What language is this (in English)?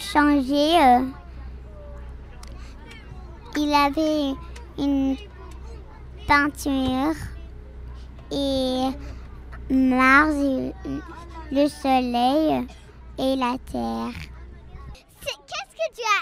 French